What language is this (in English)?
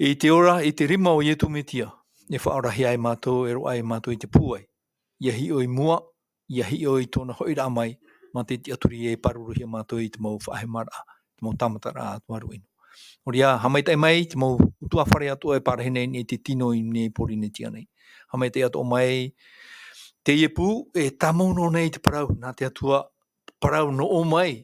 Tahitian